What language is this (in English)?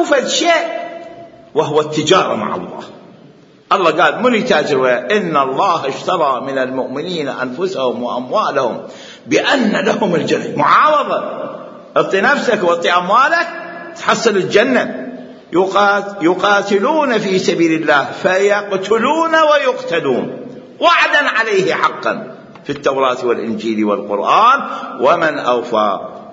Mesopotamian Arabic